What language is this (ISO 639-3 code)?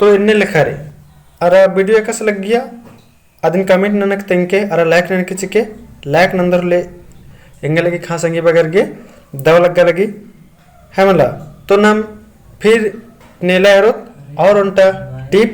kru